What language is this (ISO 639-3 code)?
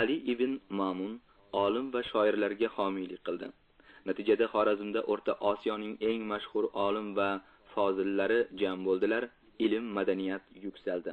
uzb